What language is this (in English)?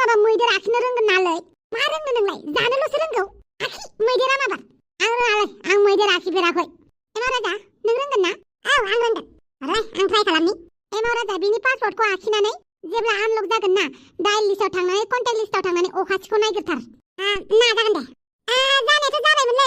Bodo